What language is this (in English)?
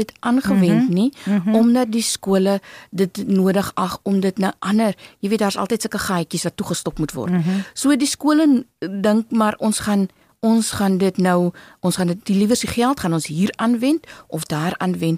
Afrikaans